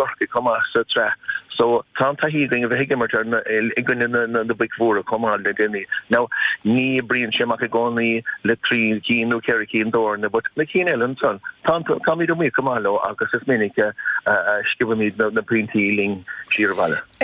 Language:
Irish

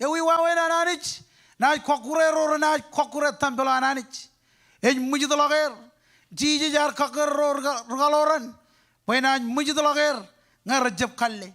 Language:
Marshallese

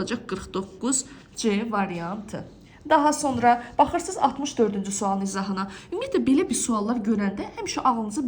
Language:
Azerbaijani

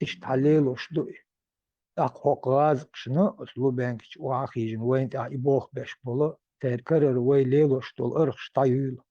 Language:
Chechen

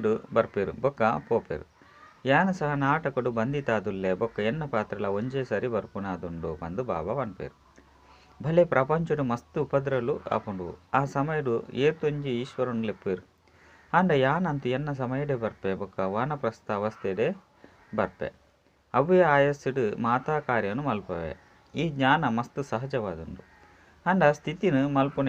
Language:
Tulu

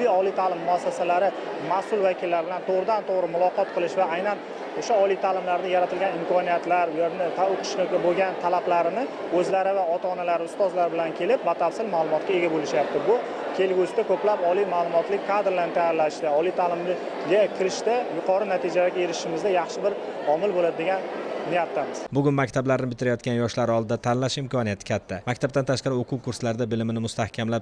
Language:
Uzbek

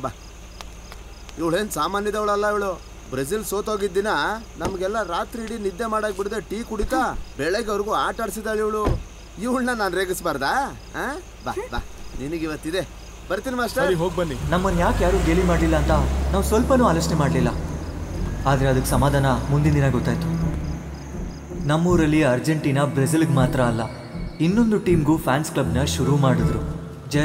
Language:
Kannada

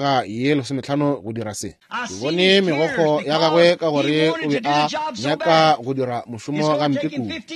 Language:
Northern Sotho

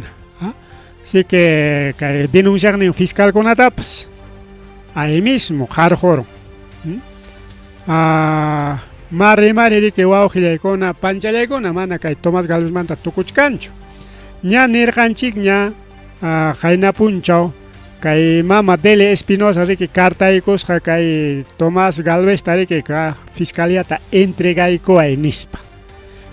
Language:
Ayacucho Quechua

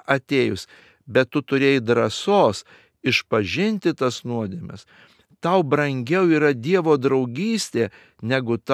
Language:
Lithuanian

